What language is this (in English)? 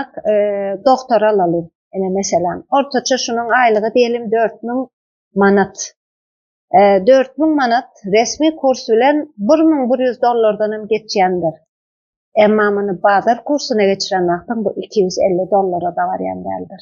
Turkmen